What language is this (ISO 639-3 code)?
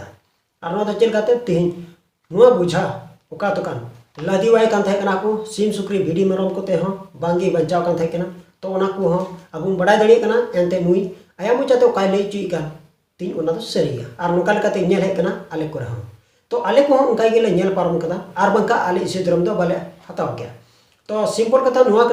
sat